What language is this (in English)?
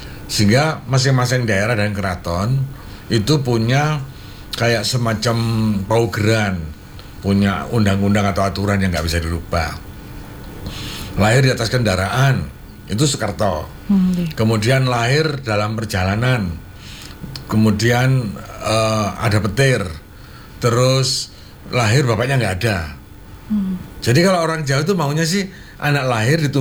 Indonesian